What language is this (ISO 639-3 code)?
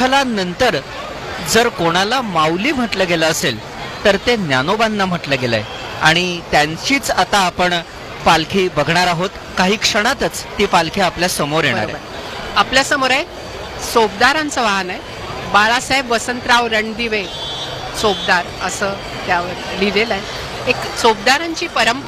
mar